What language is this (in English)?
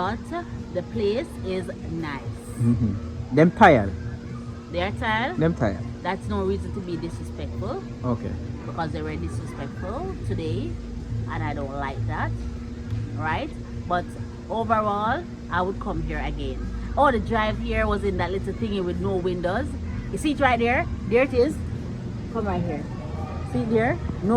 Jamaican Creole English